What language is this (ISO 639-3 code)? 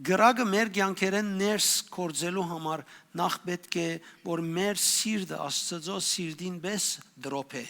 hyw